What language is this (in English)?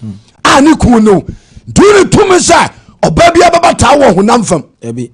Akan